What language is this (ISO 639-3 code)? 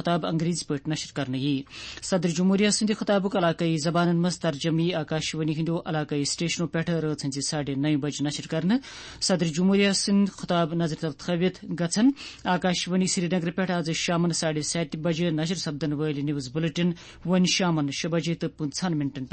kas